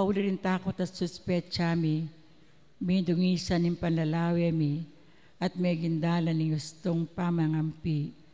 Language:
Pampanga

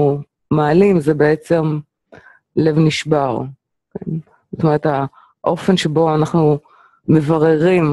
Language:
Hebrew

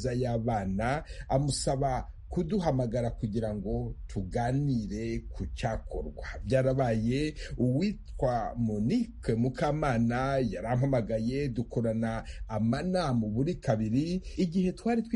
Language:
Kinyarwanda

